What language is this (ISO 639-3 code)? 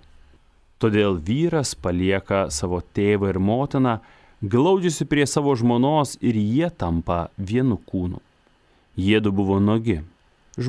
lit